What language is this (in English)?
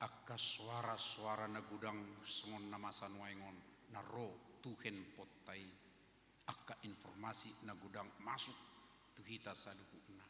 Batak Toba